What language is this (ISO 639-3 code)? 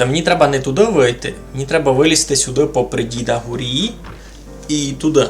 rue